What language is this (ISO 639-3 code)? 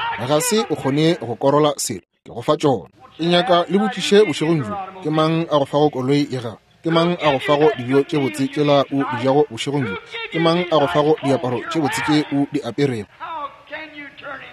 nso